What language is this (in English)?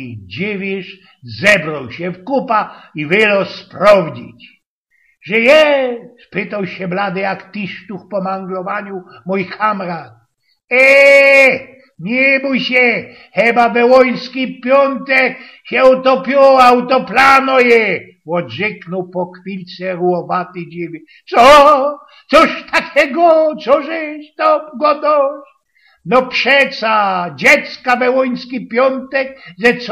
Silesian